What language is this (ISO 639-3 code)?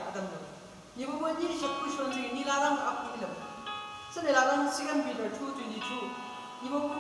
nbc